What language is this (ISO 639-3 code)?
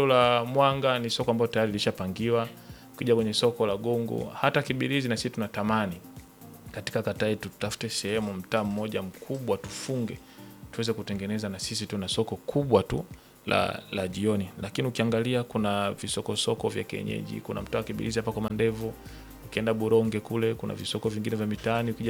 swa